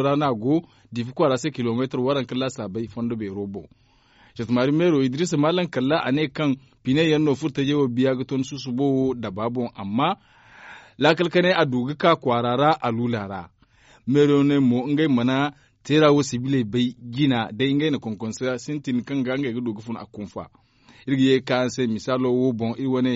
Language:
Zarma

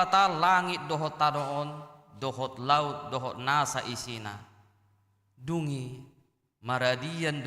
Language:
Batak Toba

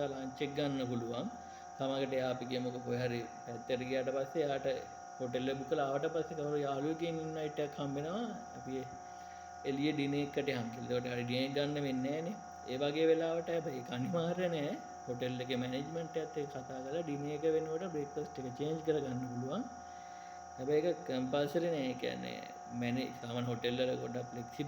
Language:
Sinhala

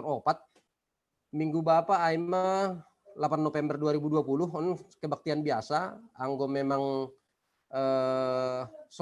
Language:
Batak Simalungun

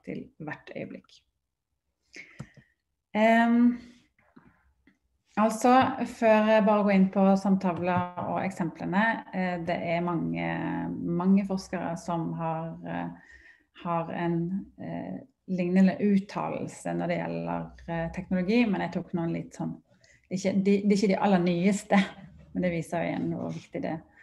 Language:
Norwegian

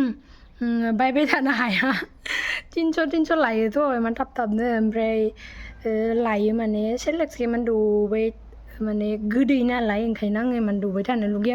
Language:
Bodo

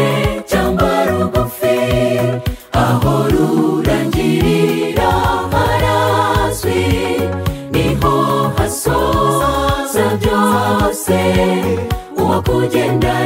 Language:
Kinyarwanda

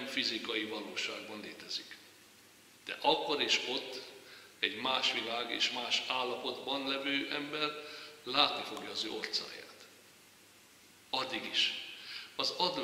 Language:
Hungarian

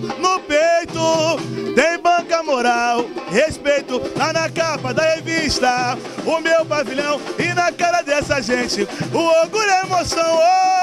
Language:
Portuguese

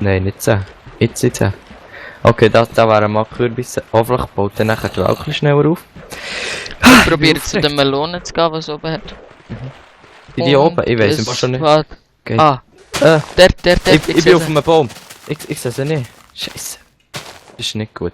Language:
Swiss German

